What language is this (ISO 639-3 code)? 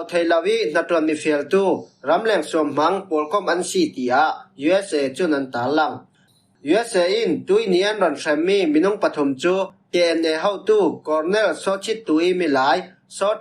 cfm